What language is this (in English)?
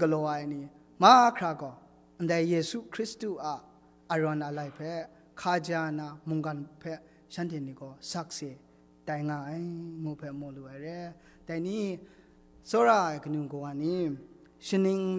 Kachin